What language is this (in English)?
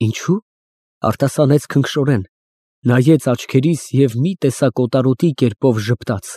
Armenian